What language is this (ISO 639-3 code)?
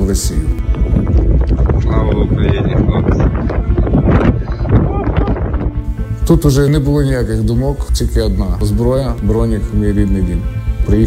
ukr